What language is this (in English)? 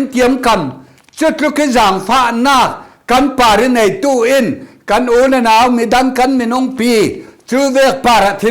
Falam Chin